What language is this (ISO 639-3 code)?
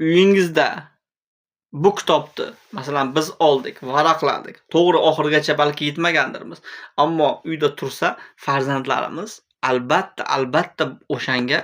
uzb